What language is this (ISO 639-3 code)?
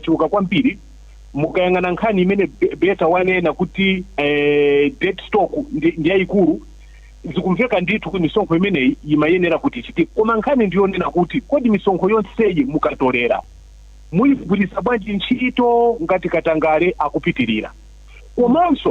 nya